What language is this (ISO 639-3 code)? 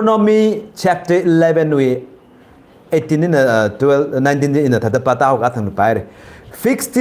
nmf